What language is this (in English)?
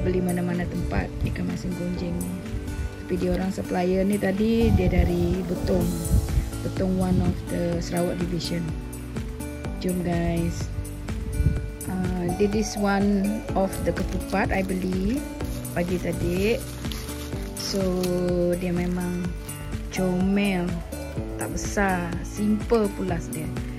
Malay